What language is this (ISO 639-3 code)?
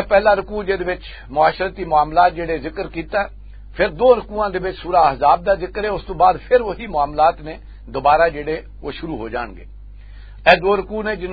lah